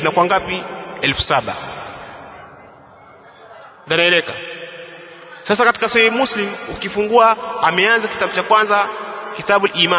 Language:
Swahili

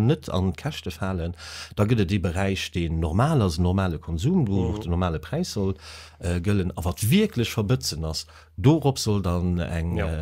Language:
Luxembourgish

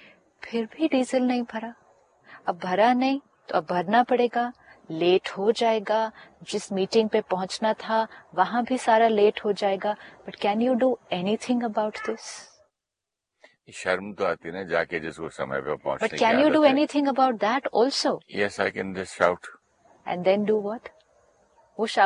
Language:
Hindi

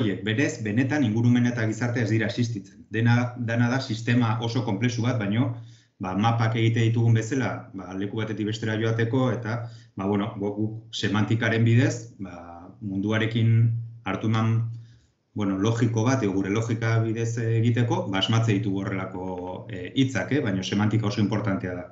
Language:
Basque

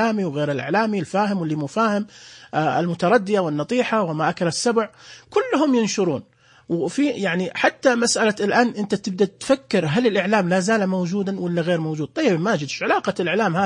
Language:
Najdi Arabic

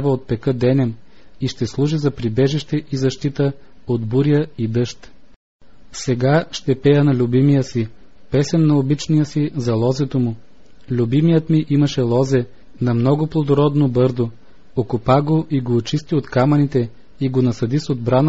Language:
Bulgarian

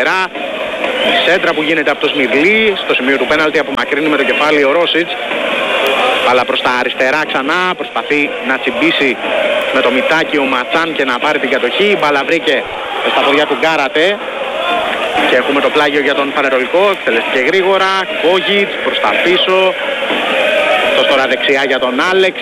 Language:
Greek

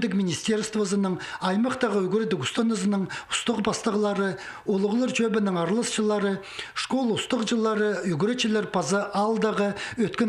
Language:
Khakas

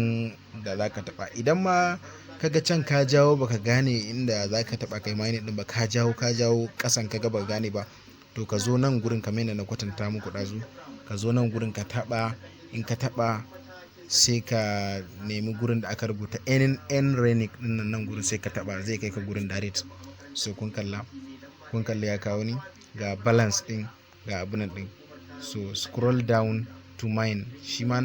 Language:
Hausa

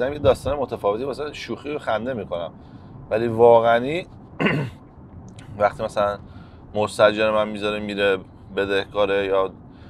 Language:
Persian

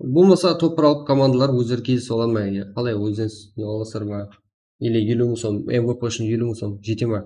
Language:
Kara-Kalpak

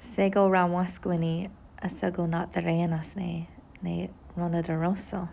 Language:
Mohawk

